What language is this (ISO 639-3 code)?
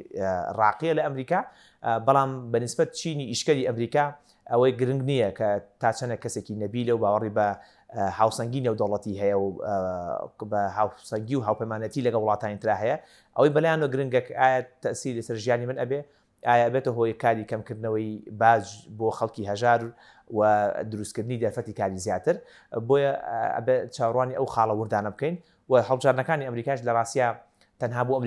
ckb